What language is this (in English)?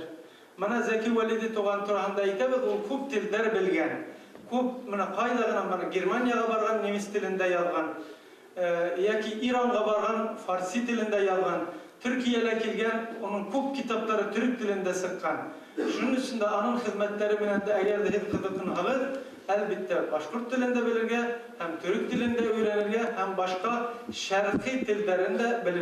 Bashkir